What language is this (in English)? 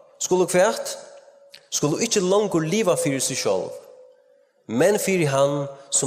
Faroese